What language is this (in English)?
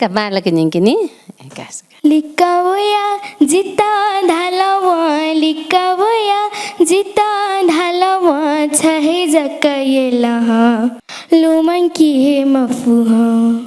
Newari